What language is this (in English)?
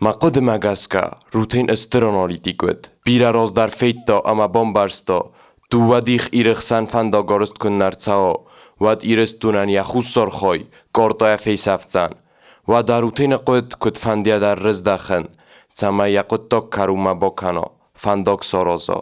Ossetic